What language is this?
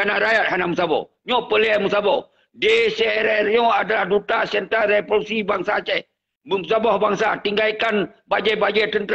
Achinese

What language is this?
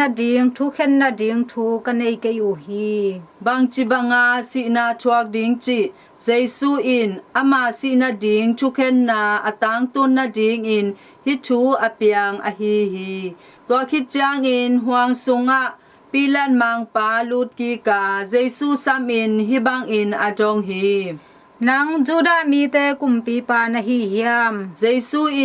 Tedim Chin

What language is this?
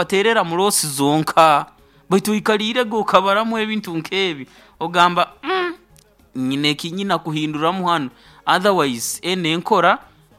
Nyoro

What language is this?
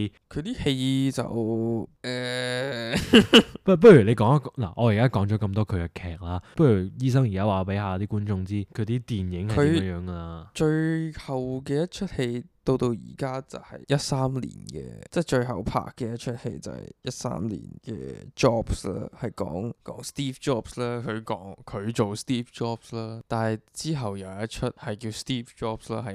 Cantonese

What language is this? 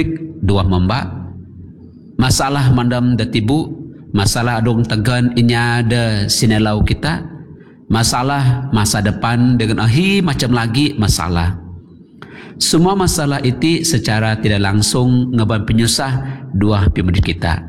Malay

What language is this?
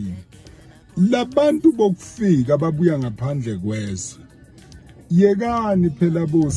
Zulu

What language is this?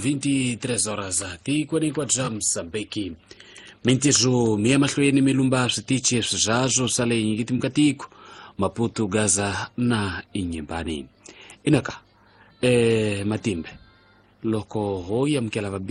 Tsonga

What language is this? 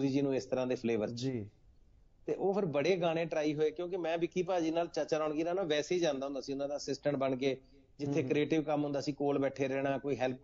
Punjabi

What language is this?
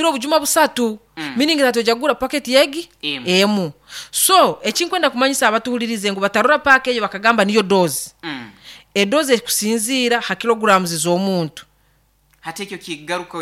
Nyankole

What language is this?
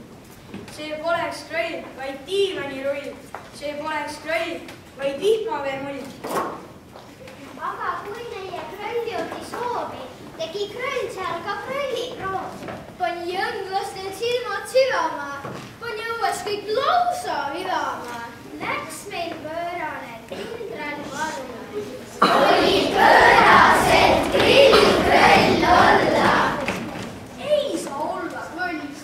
Estonian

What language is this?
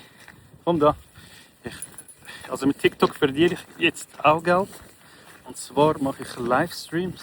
Swiss German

